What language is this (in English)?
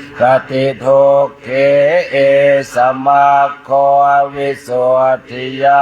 Pali